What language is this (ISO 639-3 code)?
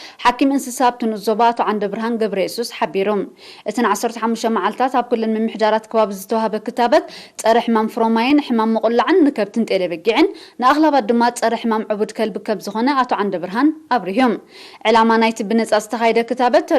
tir